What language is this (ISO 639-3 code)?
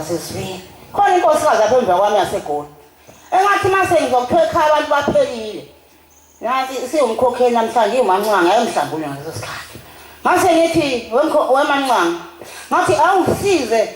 zul